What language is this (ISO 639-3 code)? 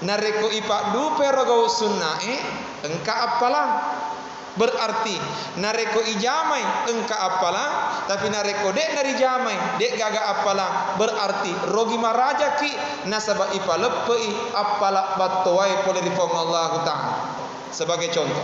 bug